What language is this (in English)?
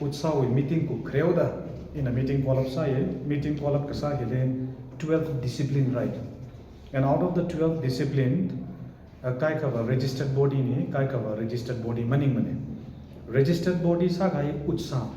Tangkhul Naga (India)